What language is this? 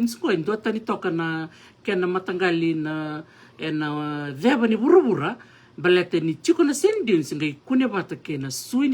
Fijian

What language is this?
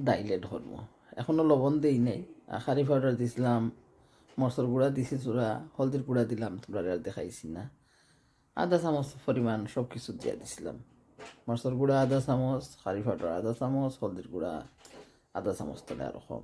Sylheti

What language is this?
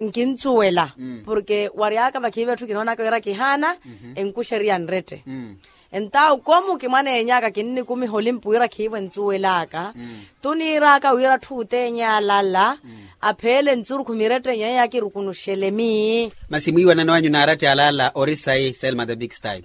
Makhuwa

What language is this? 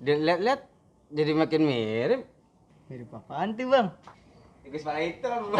Betawi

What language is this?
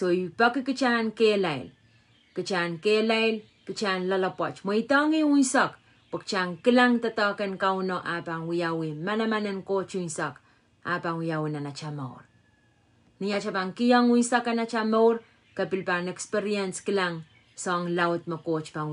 Pohnpeian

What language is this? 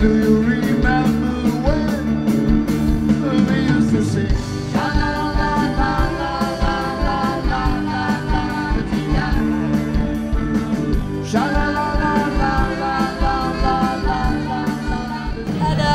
Dutch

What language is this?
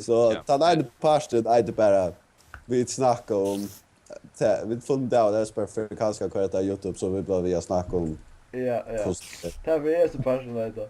Faroese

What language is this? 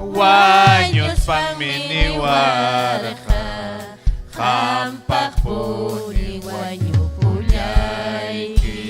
Ayacucho Quechua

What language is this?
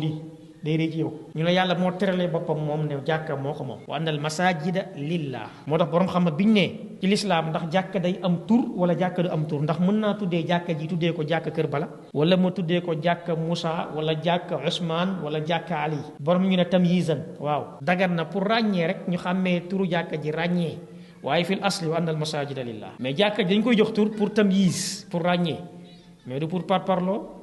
Wolof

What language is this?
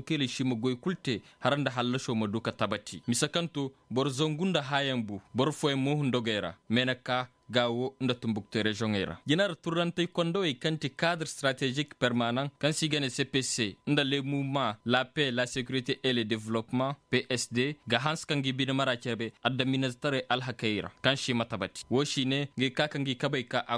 Koyraboro Senni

